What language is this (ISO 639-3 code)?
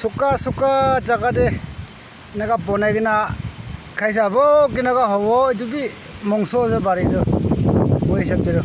nag